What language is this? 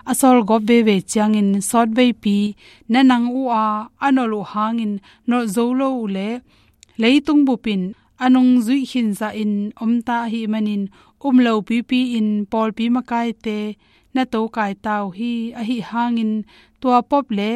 Tedim Chin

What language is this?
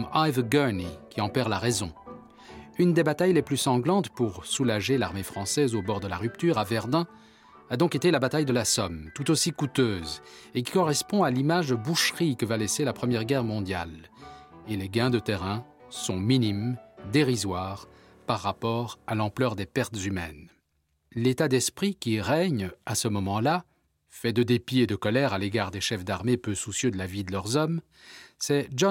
French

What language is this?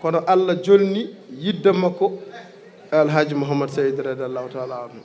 Fula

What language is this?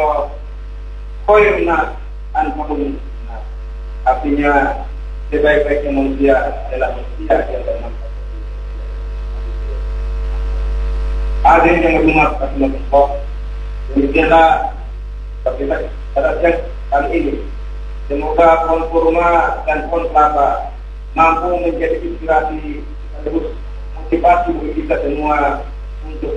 Indonesian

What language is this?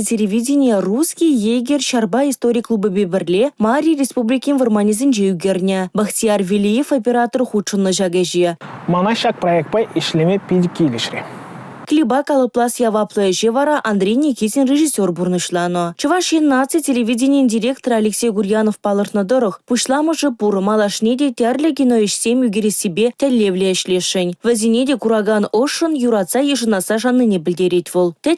Chuvash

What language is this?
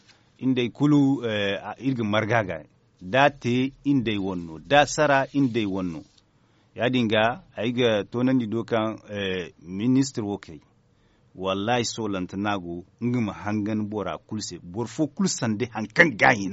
Zarma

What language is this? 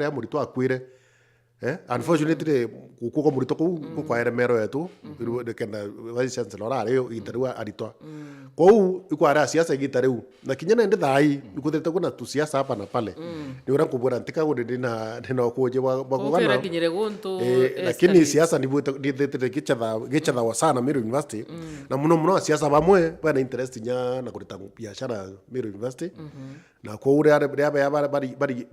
Meru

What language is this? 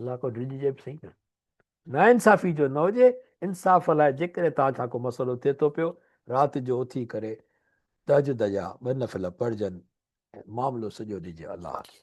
Sindhi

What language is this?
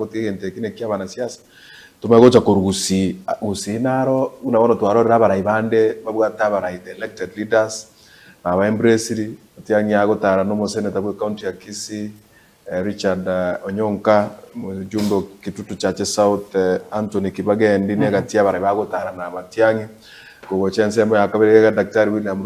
Gusii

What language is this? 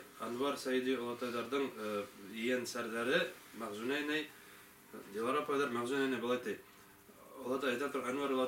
Bashkir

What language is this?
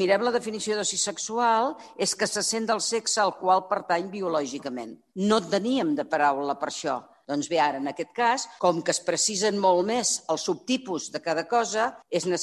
Catalan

